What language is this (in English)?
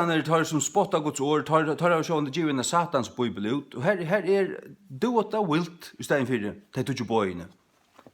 Faroese